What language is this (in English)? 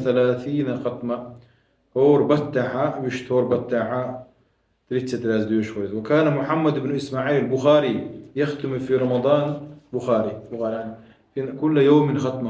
Chechen